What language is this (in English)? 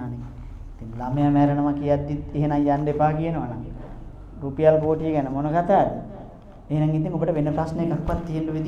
Sinhala